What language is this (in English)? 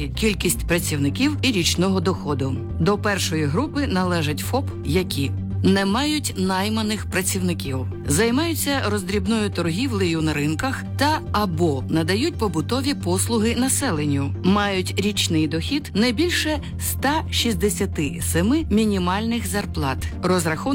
Ukrainian